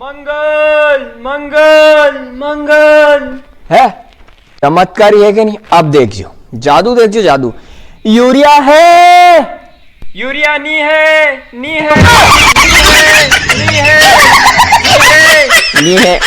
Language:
Rajasthani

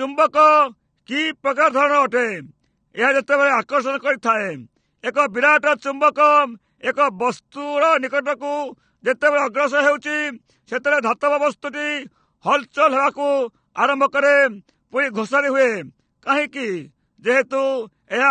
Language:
Odia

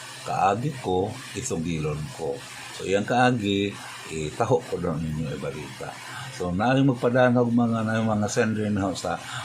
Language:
Cebuano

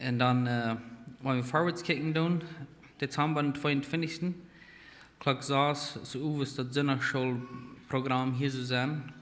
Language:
Plautdietsch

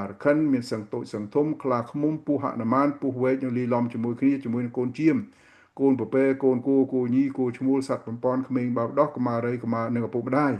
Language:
Khmer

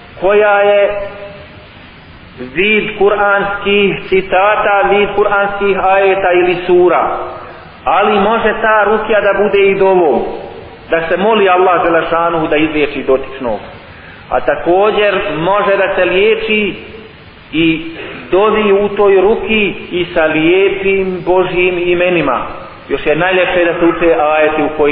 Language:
Bosnian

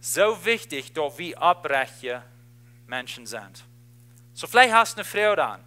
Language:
Plautdietsch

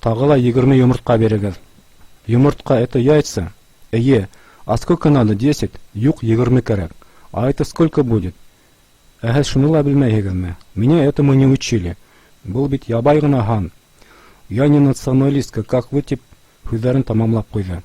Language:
Bashkir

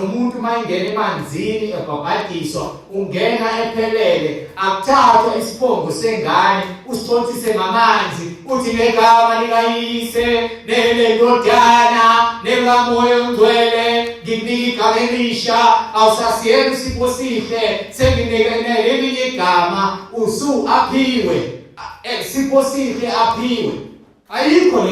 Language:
Zulu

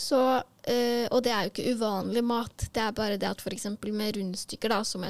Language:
Norwegian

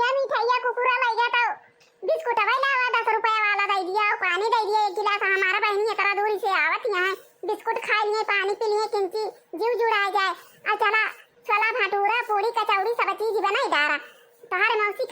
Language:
Awadhi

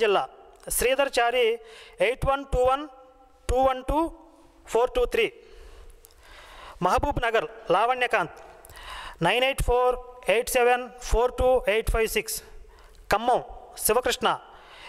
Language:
Telugu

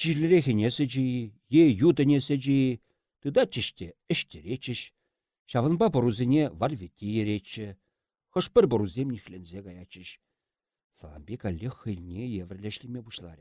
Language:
Chuvash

